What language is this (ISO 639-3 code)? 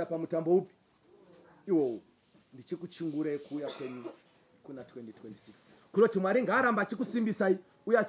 sna